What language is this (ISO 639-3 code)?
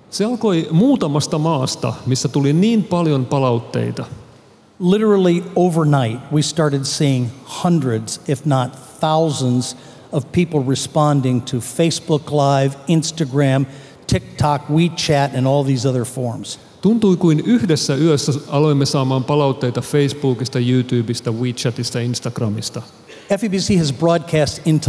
fin